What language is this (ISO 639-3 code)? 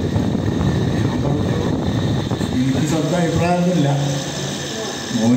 mal